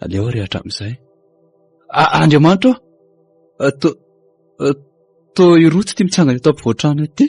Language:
Malagasy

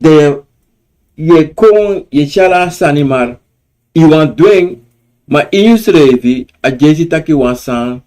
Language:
Sranan Tongo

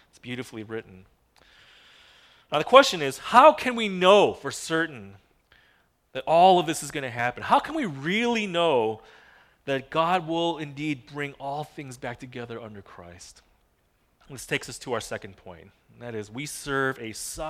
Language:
English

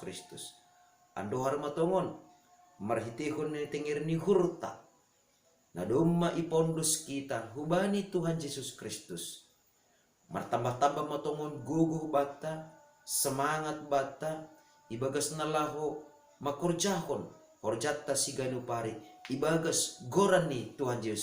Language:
Batak Simalungun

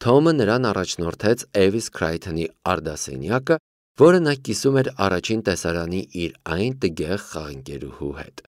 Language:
Armenian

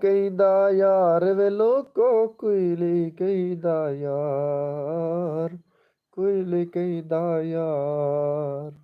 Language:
Saraiki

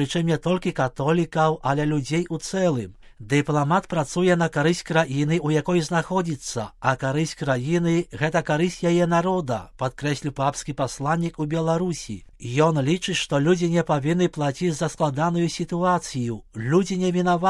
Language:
Belarusian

